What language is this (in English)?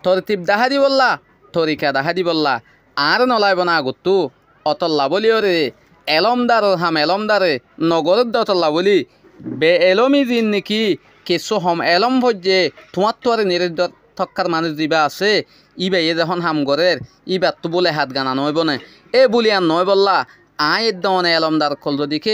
Rohingya